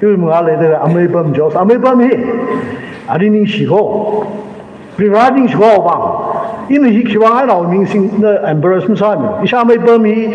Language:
Tangkhul Naga (India)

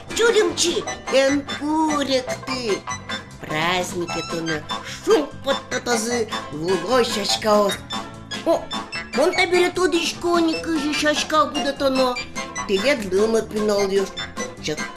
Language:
Udmurt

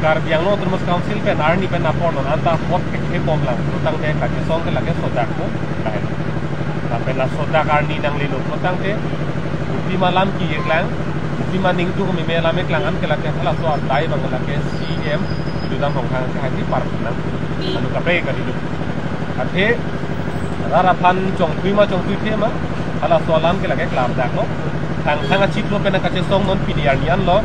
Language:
Karbi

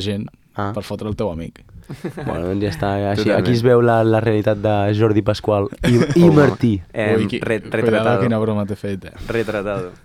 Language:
Catalan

